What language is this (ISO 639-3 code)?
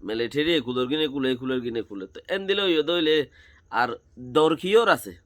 rhg